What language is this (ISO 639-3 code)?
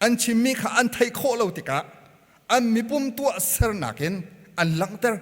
cnh